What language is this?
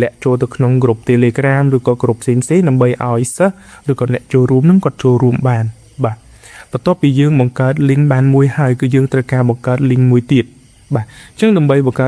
Khmer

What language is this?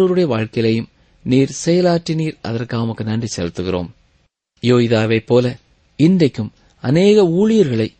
Tamil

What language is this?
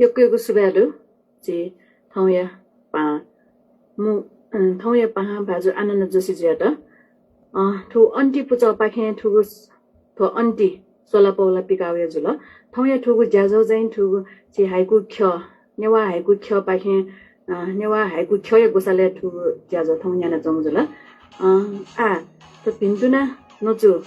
Newari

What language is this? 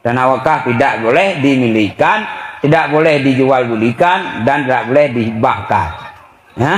Achinese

